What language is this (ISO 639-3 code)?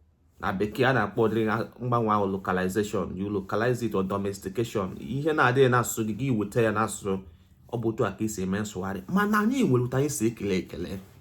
ibo